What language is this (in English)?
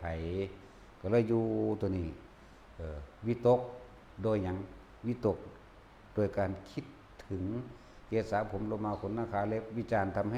Northeastern Thai